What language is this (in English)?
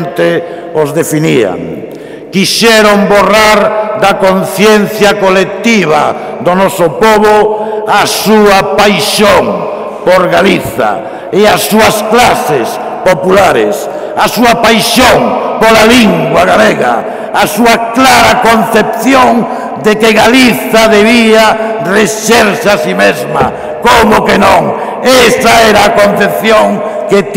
Galician